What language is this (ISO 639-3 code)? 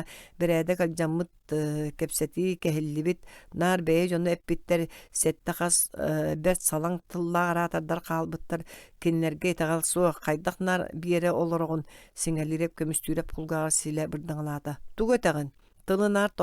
sah